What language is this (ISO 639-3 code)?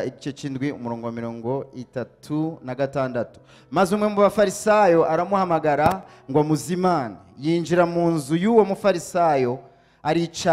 run